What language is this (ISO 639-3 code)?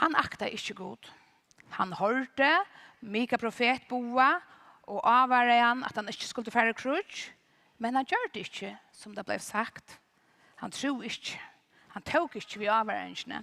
fao